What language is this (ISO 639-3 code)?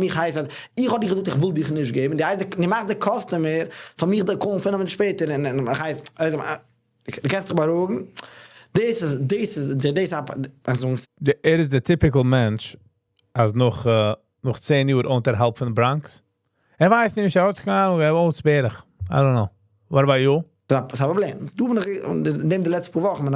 yid